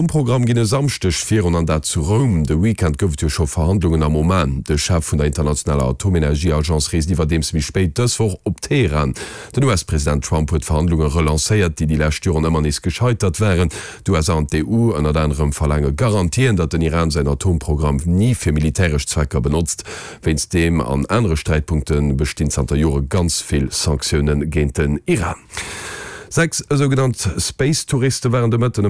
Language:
Luxembourgish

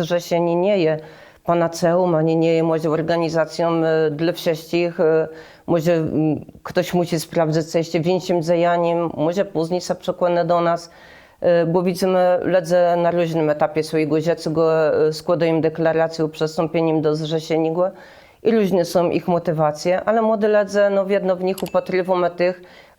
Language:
Kashubian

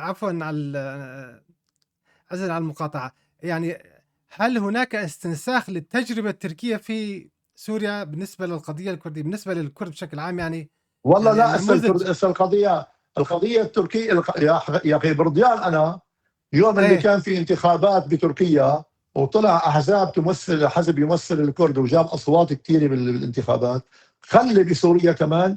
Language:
North Levantine Arabic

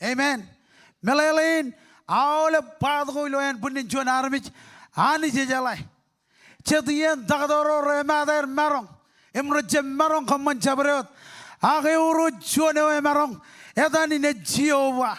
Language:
Marshallese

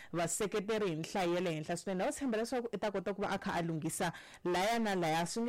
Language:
Tsonga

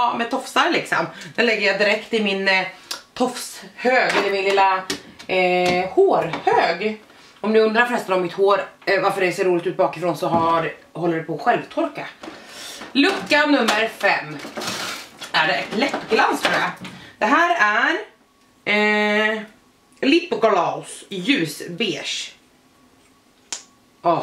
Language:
Swedish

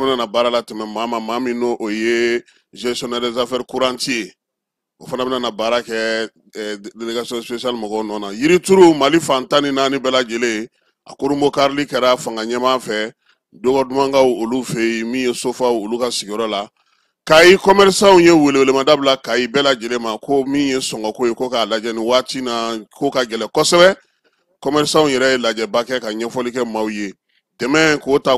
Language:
Bambara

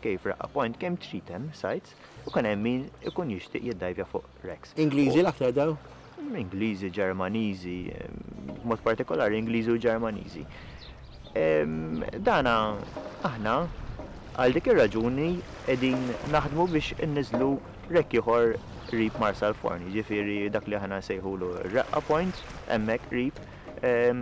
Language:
Maltese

